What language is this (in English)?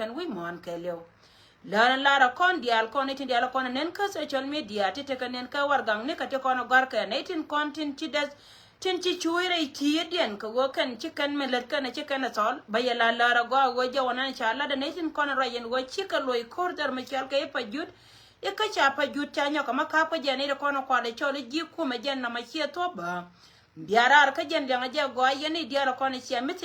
Nuer